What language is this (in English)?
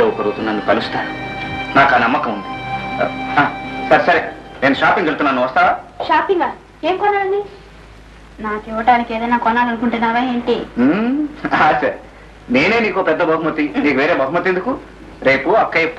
Telugu